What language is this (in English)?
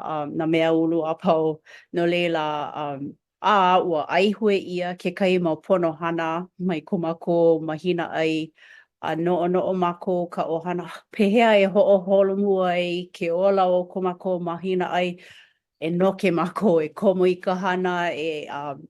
Hawaiian